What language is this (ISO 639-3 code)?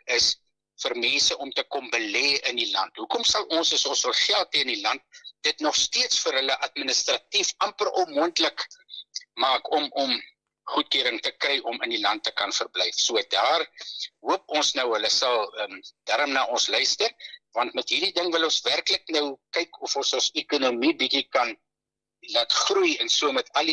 afr